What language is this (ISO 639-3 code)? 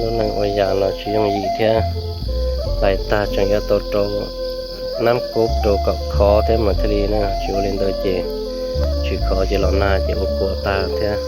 hmn